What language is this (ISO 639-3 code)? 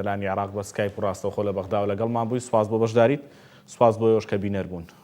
ckb